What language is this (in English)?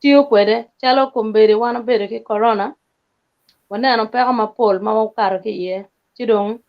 Acoli